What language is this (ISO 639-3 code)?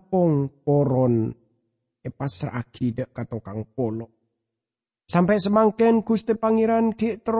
mad